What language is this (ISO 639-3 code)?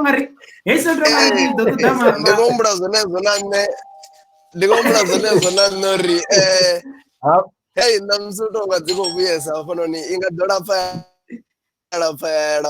ven